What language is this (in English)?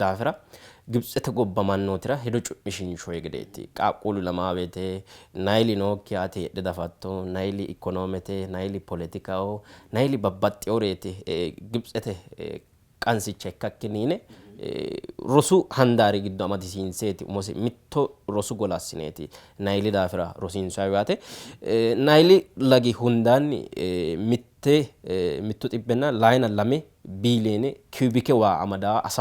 Sidamo